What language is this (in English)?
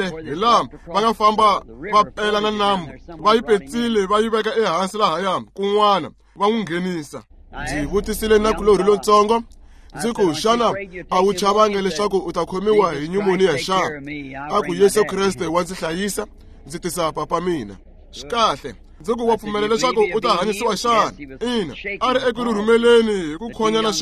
Tsonga